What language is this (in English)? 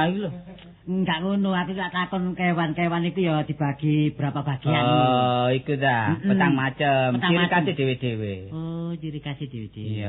Javanese